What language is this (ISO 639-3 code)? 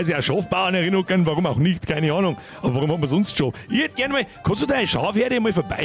bar